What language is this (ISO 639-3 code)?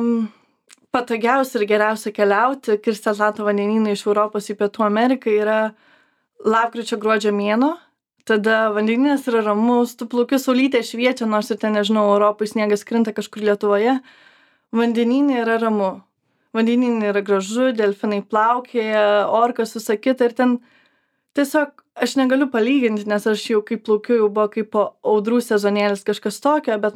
lit